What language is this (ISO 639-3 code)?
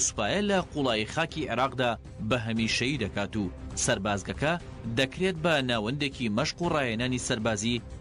ckb